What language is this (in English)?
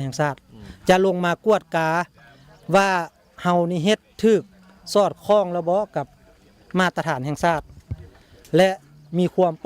Lao